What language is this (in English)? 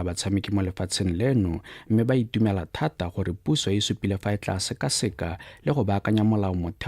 Tswana